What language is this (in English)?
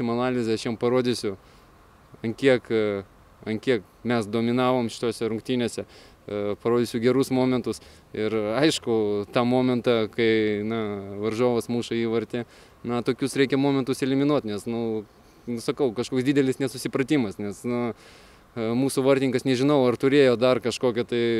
Lithuanian